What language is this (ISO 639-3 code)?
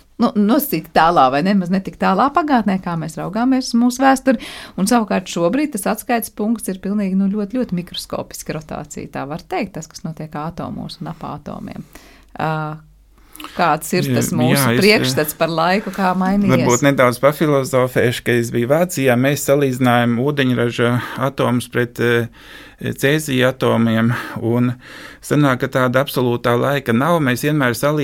lav